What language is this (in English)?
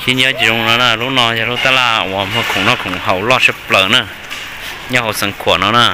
Hmong